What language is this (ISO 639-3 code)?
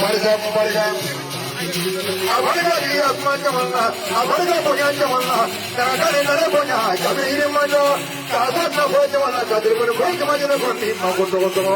bam